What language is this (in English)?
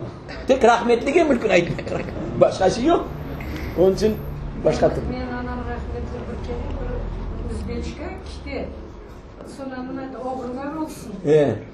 Crimean Tatar